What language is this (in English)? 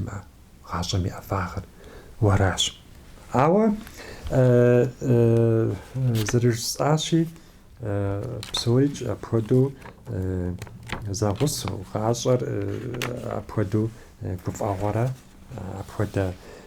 Kabardian